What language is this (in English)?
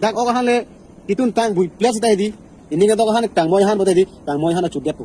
Karbi